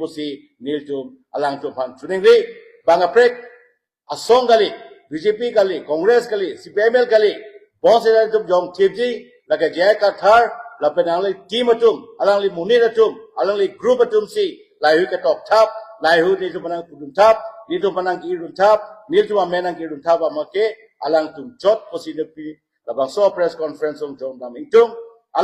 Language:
Karbi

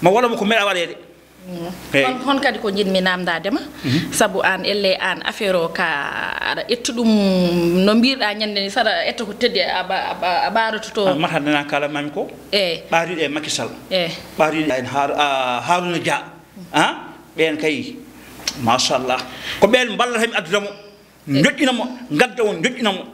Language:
Fula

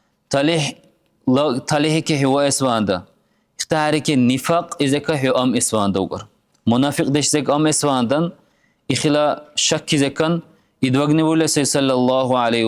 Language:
Dargwa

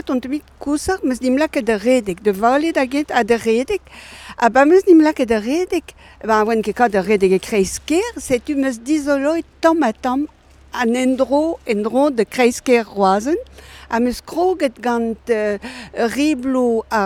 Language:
Breton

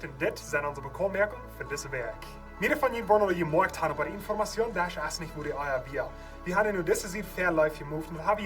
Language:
Plautdietsch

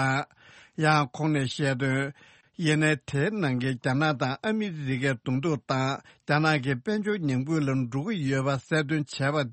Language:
Tibetan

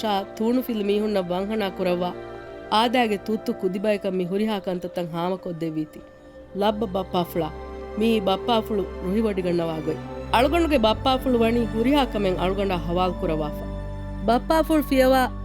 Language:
Divehi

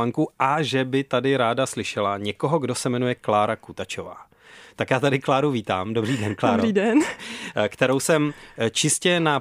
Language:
Czech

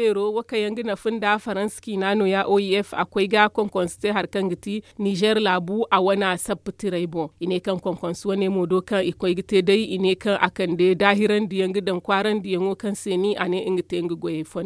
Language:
Zarma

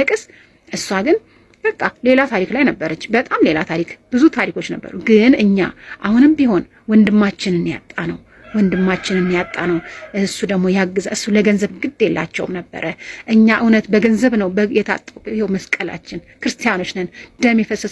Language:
Amharic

